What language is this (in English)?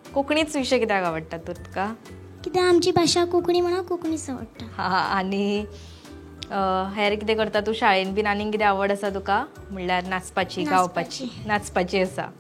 Konkani